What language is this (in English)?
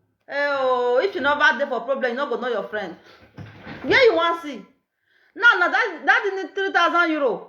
Nigerian Pidgin